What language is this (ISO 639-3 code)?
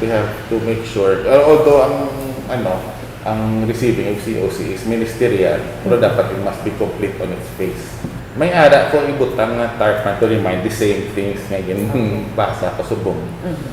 hil